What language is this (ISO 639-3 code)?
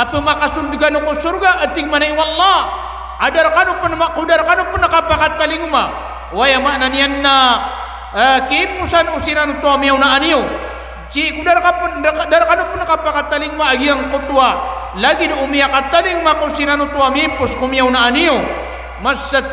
mrw